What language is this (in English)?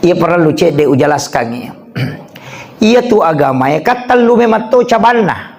Buginese